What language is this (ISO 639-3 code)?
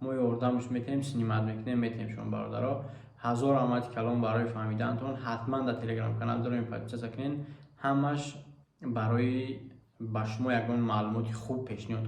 tgk